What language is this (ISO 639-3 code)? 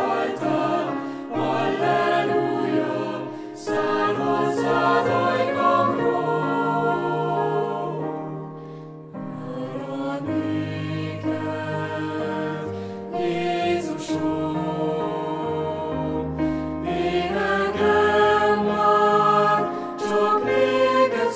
hun